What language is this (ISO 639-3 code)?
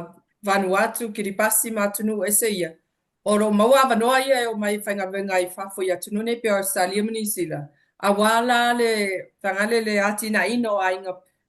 smo